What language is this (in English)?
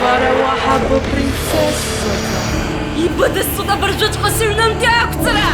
Abkhazian